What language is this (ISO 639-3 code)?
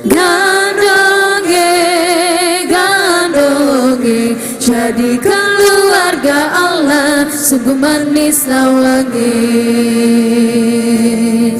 abs